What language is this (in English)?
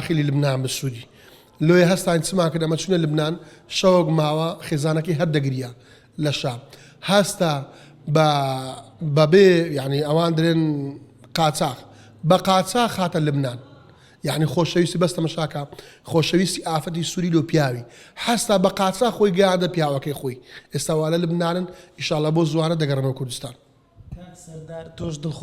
Central Kurdish